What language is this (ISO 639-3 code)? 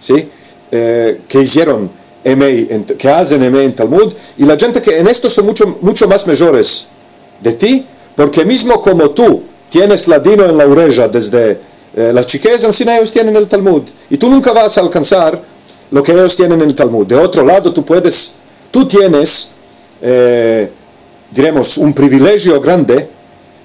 lad